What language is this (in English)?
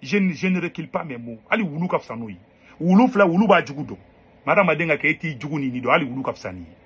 Bambara